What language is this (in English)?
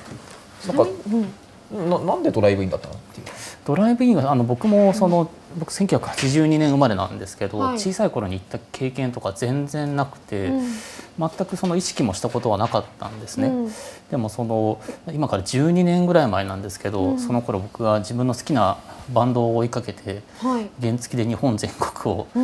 Japanese